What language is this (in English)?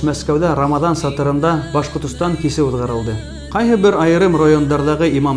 Bashkir